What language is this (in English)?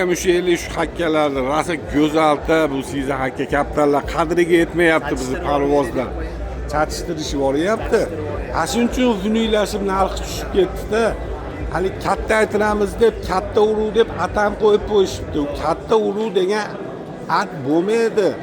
Uzbek